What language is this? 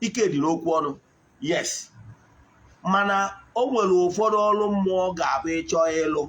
Igbo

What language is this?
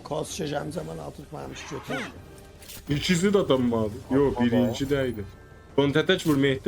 South Azerbaijani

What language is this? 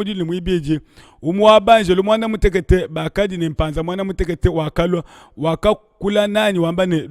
Luba-Lulua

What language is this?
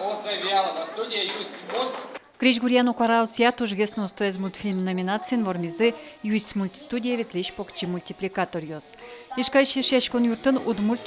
Udmurt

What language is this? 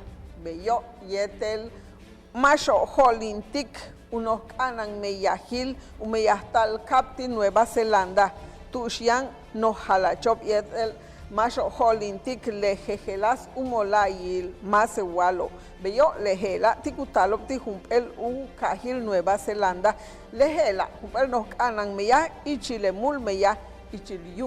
Yucateco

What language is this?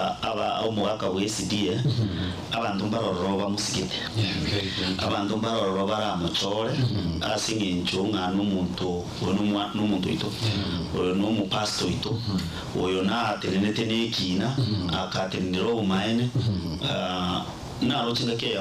Gusii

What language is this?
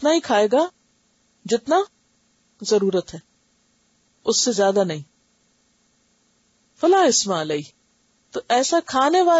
Urdu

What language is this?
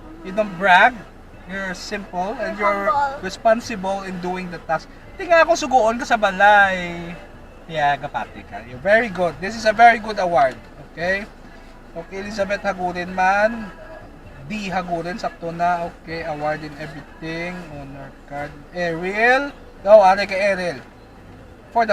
Hiligaynon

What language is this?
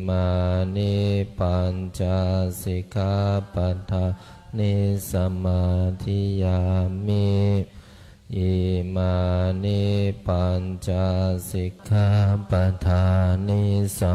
Pali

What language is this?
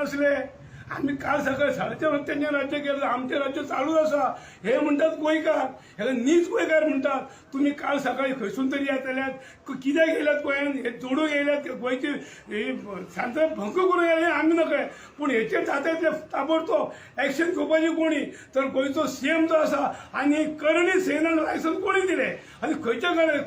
Konkani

